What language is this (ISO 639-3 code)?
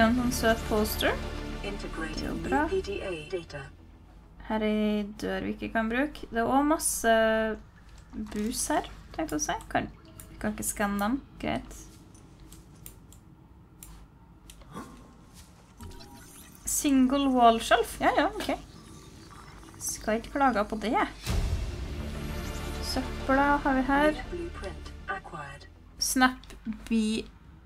nor